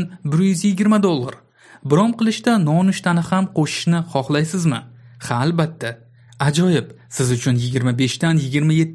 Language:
Uzbek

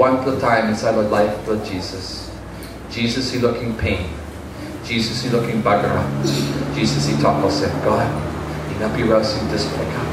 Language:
Tok Pisin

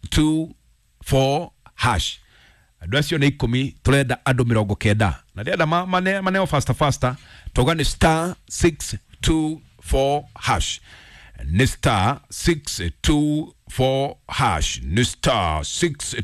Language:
Kikuyu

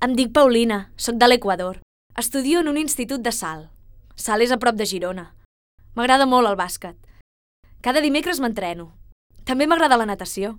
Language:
Catalan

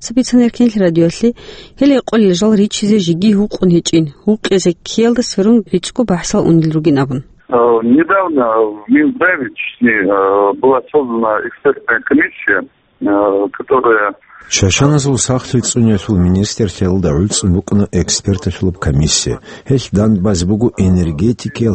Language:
Avaric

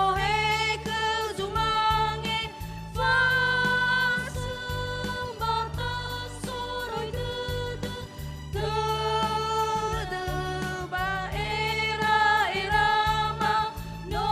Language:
Nias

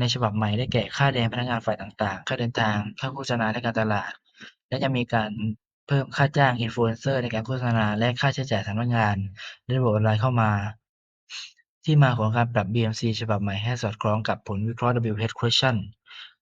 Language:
Lao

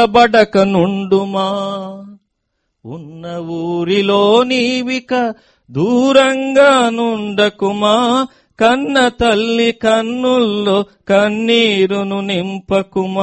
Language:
Telugu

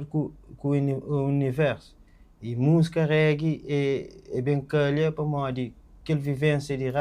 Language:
Kabuverdianu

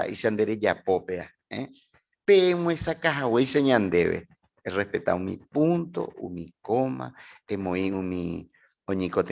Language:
Guarani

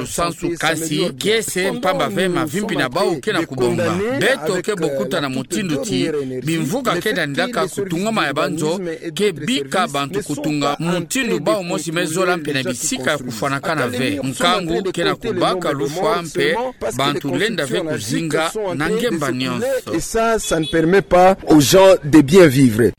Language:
Kituba (Democratic Republic of Congo)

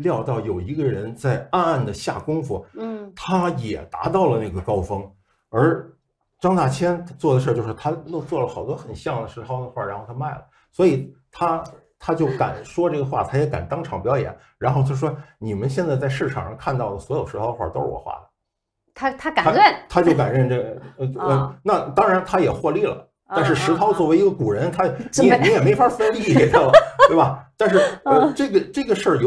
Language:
Chinese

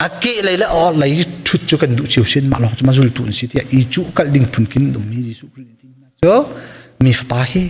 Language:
Hakha Chin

